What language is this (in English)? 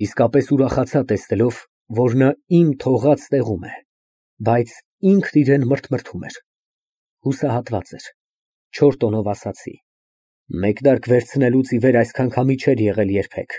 Armenian